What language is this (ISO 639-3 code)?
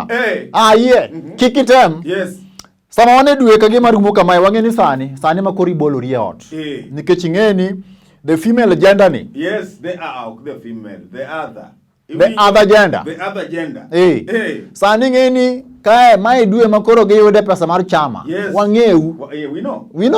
luo